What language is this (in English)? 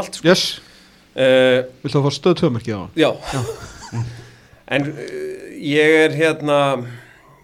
Icelandic